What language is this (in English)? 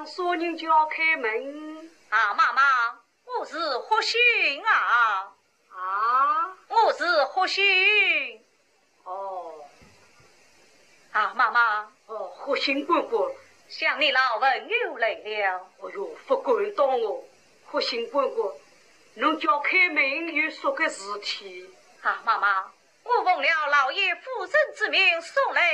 Wu Chinese